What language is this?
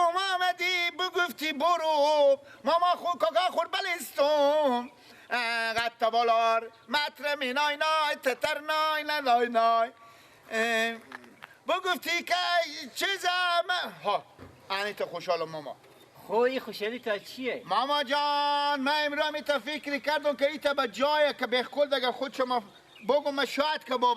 Persian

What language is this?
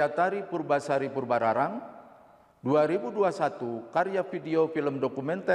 Indonesian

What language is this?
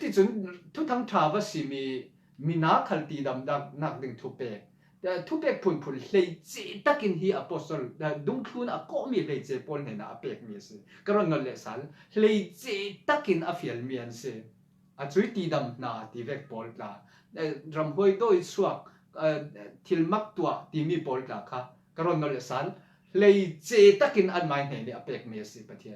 Falam Chin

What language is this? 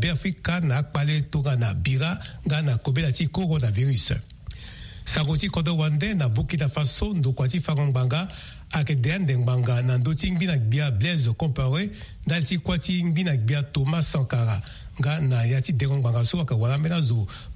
Sango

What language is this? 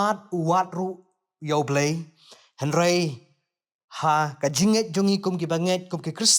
Khasi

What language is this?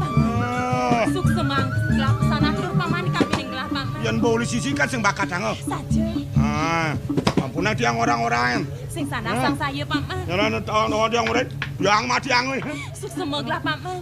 Balinese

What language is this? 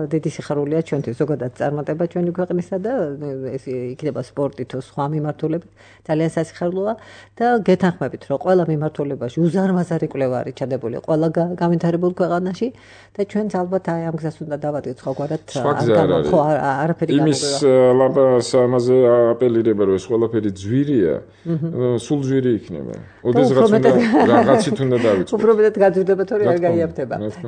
Georgian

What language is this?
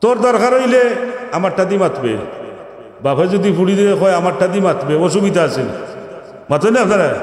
Sylheti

